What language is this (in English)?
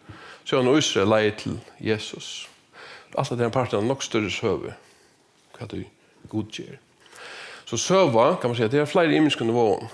Faroese